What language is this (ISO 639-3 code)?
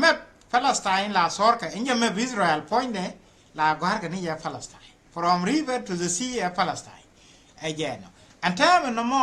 nus